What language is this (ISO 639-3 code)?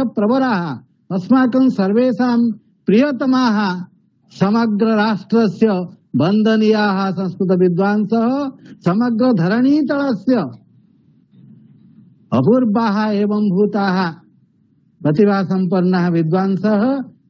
san